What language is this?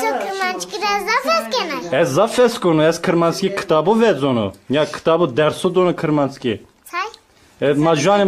Zaza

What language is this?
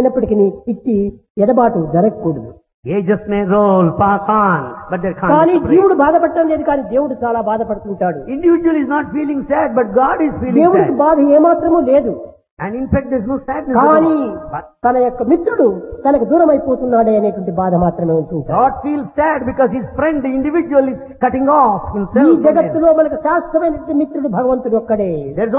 Telugu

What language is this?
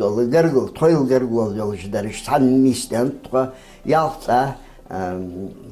Ingush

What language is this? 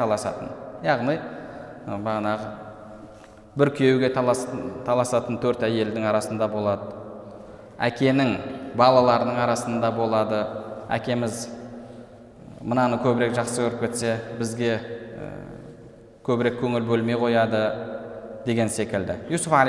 Kazakh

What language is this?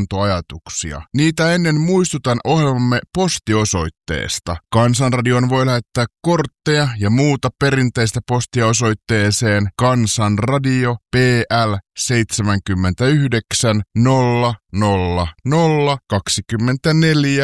Finnish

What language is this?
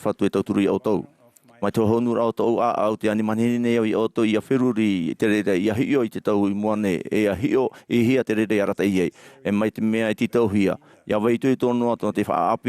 Tahitian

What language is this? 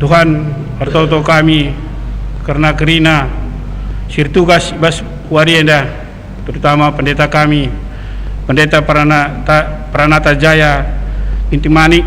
Batak Karo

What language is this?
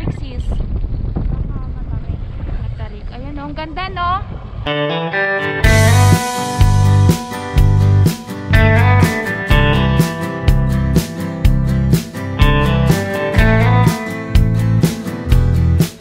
Filipino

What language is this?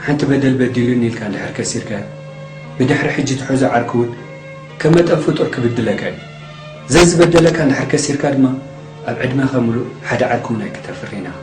Tigrinya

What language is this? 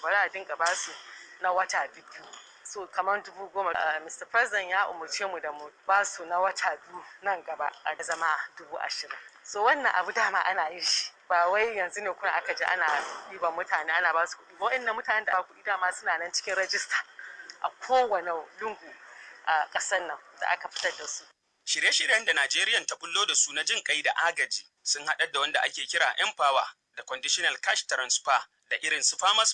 Hausa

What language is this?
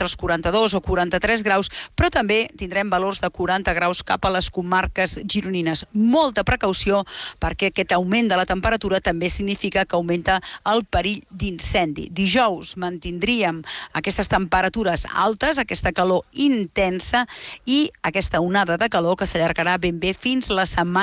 Catalan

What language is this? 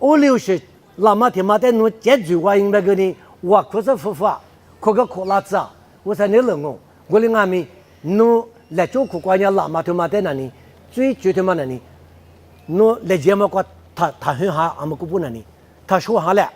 Lisu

